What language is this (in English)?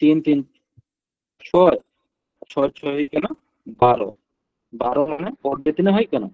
Santali